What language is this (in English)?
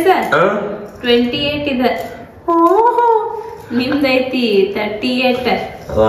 Kannada